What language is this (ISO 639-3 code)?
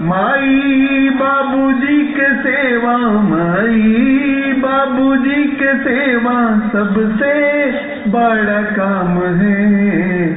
mag